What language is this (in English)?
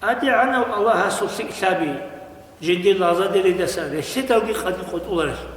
Avaric